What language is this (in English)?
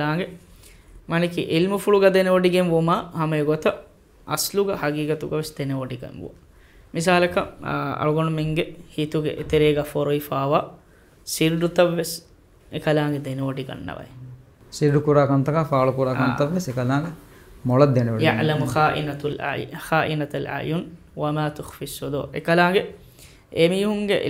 Divehi